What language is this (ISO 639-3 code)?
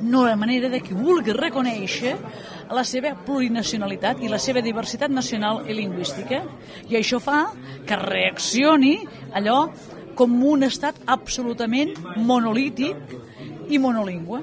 oci